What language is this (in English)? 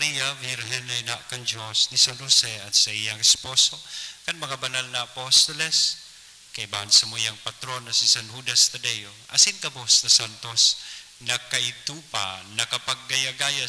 Bikol